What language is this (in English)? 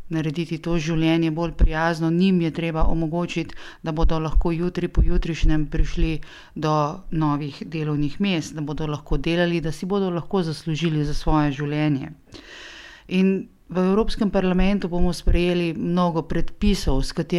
Slovenian